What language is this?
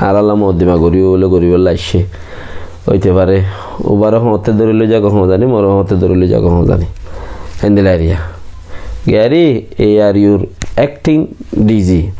Rohingya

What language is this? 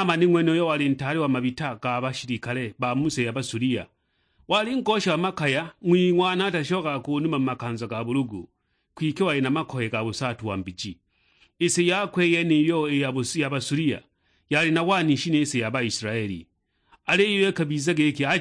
Sukuma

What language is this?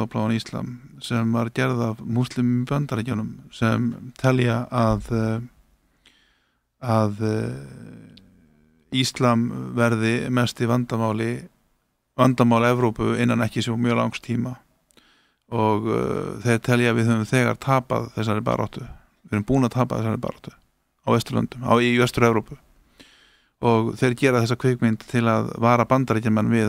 Icelandic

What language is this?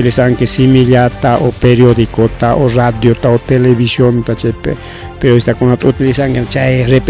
Ayacucho Quechua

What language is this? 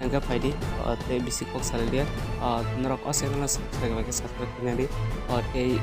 Kok Borok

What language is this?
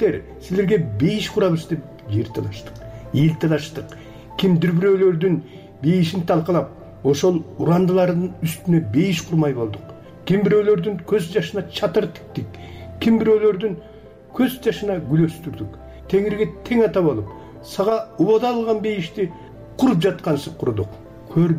Kyrgyz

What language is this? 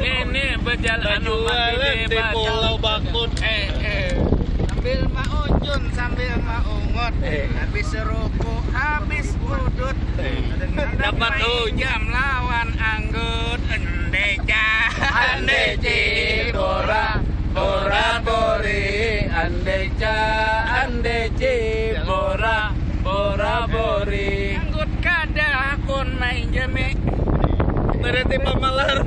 Banjar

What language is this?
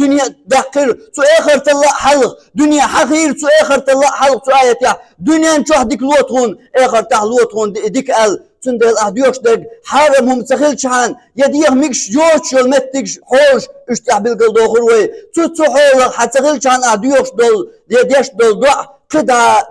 Chechen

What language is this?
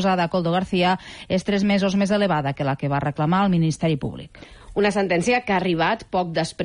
Catalan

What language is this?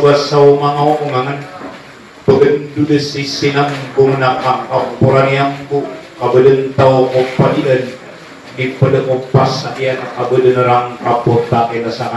Maranao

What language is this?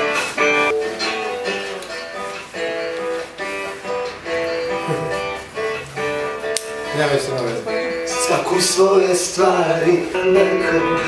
Croatian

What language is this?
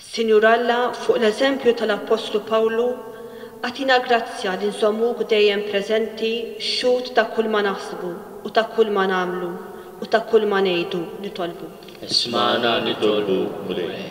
Maltese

